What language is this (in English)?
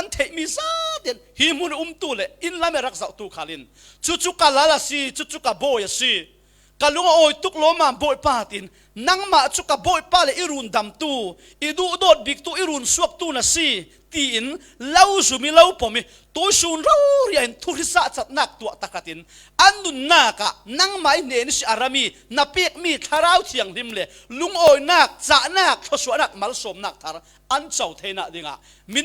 Falam Chin